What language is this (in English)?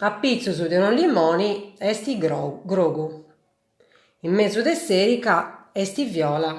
Sardinian